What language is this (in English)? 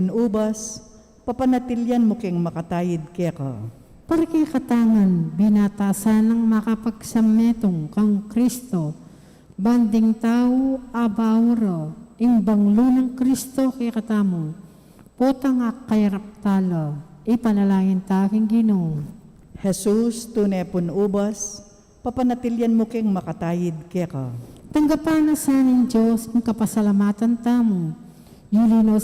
Pampanga